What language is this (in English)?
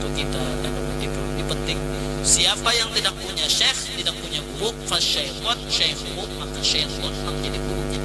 Banjar